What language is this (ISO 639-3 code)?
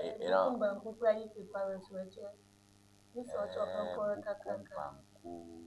ewe